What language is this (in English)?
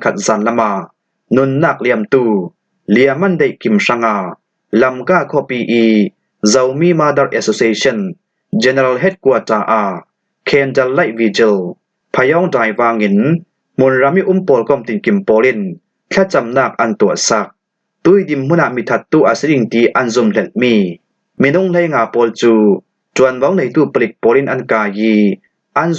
Falam Chin